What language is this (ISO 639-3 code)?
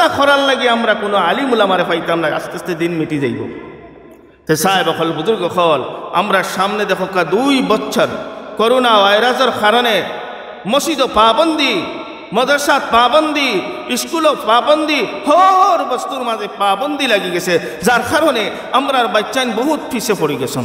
syl